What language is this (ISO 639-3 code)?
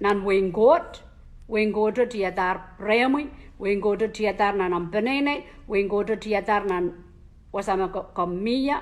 pon